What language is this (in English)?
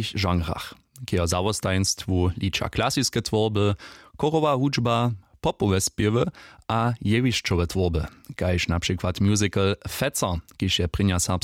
Upper Sorbian